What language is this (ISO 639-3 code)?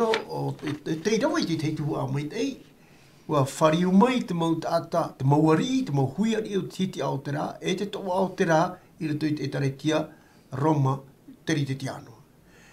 tah